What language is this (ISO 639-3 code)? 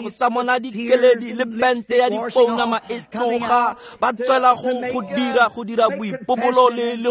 tsn